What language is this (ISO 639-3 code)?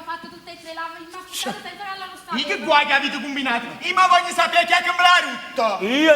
nap